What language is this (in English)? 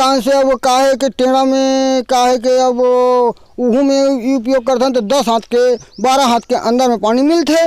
Chhattisgarhi